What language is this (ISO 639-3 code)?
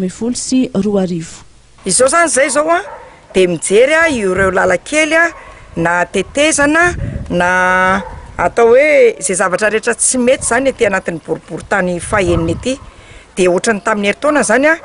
mlg